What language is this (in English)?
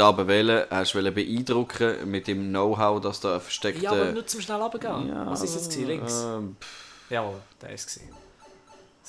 Swiss German